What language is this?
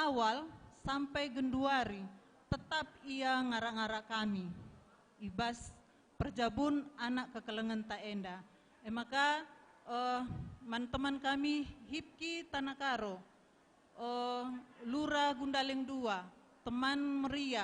Batak Karo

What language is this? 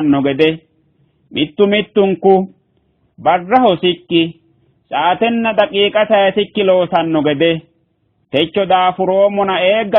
Sidamo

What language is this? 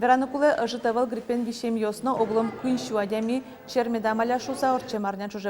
Udmurt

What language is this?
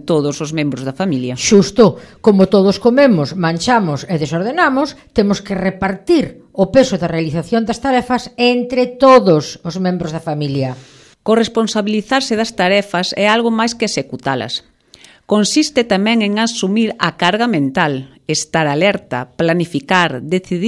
Galician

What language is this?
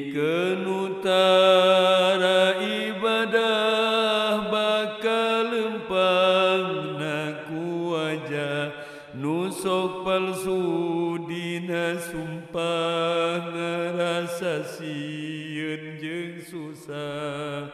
Sundanese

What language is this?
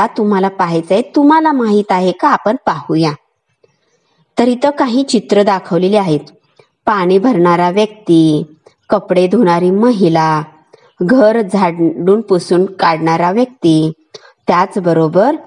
Marathi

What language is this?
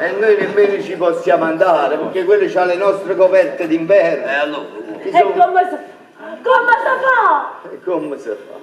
Neapolitan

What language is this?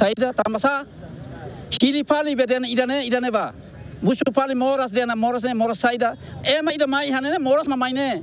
Tetum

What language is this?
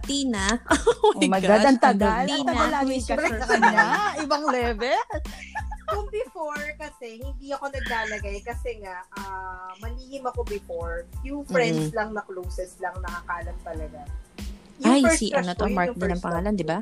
Filipino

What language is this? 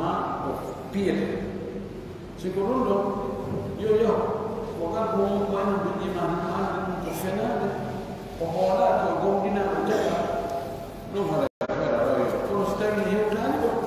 Pular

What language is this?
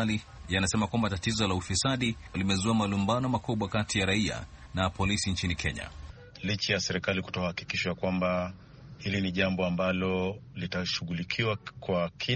Swahili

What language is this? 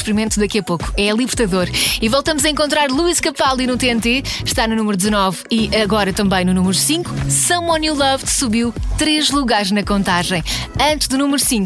Portuguese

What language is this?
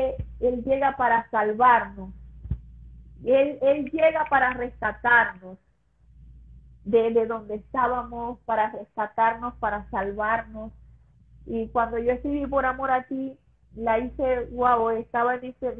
Spanish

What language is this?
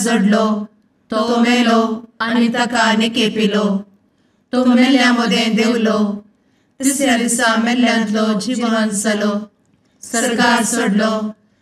Konkani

